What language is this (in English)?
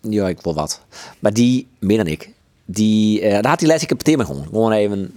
Western Frisian